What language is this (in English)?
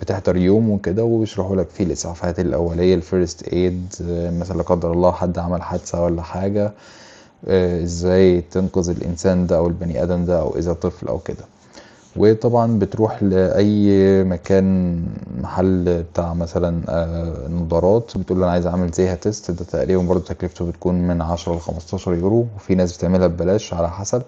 Egyptian Arabic